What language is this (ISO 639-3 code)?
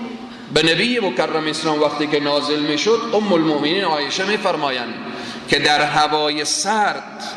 fas